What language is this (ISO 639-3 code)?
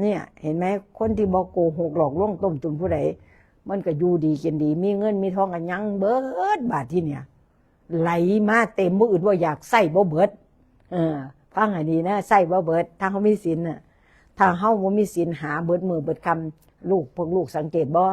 tts